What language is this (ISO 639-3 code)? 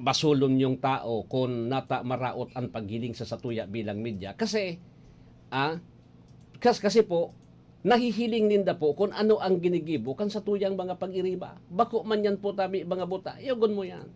bik